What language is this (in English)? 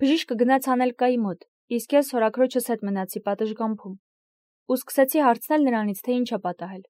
Armenian